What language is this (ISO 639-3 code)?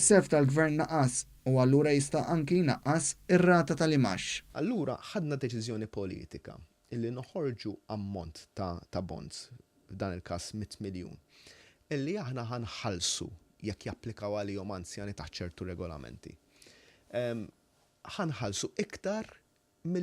mlt